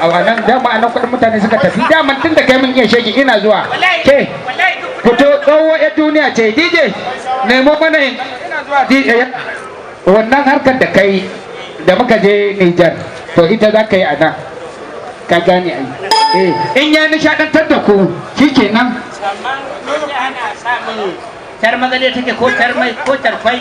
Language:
Hausa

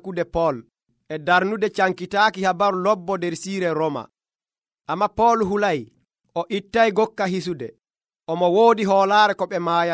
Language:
Nigerian Fulfulde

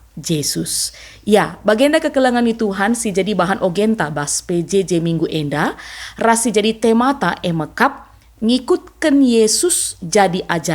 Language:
Batak Karo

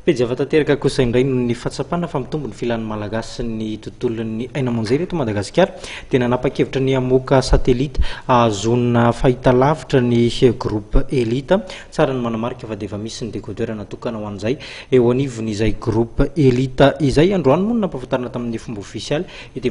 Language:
Malagasy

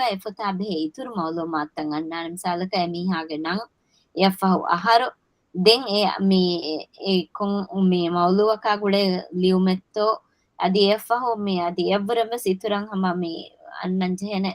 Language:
Divehi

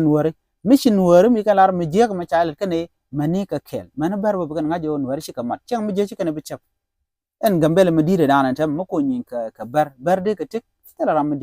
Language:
Nuer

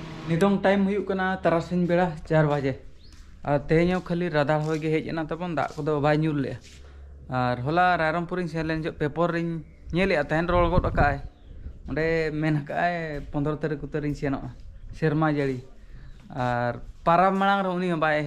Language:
Santali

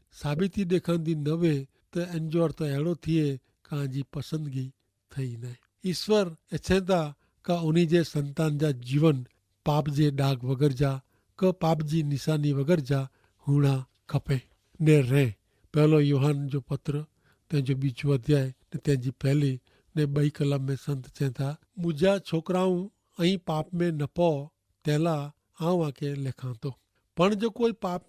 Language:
Kachhi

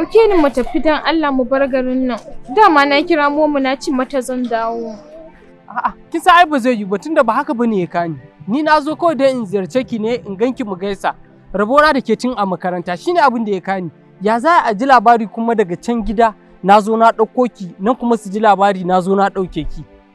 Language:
Hausa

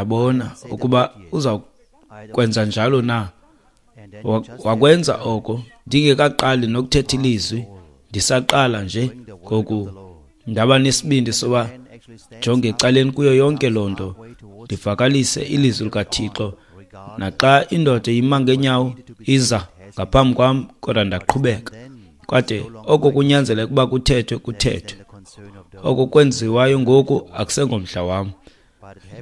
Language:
Xhosa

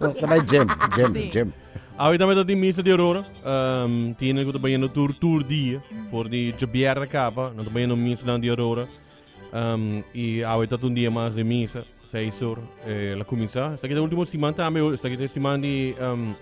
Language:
Papiamento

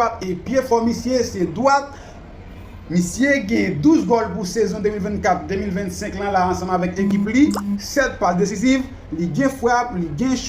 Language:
Haitian Creole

